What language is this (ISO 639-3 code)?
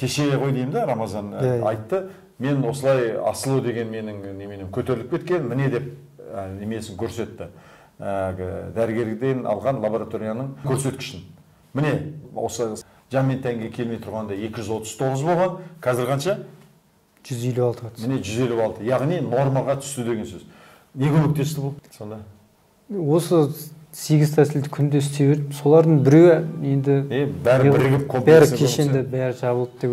kaz